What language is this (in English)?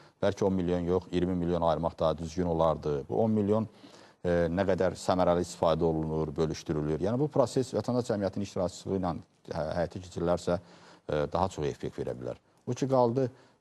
Azerbaijani